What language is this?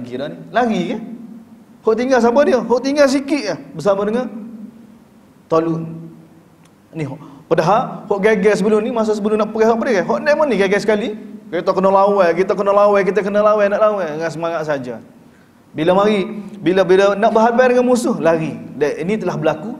Malay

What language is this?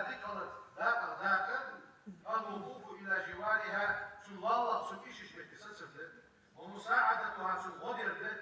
Ingush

